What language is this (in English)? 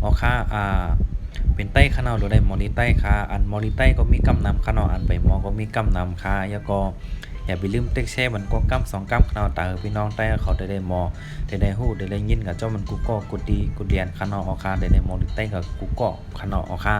Shan